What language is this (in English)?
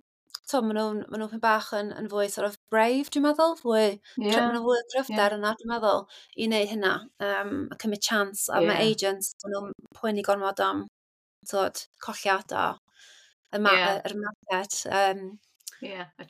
Welsh